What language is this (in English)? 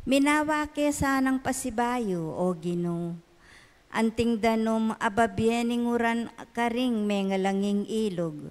Pampanga